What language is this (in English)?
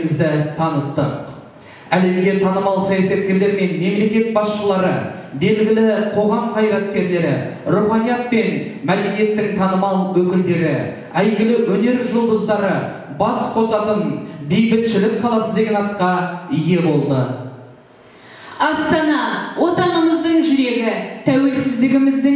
Kazakh